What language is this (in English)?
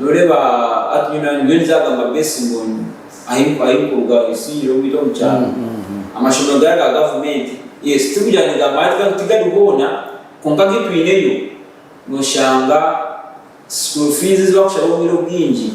Nyankole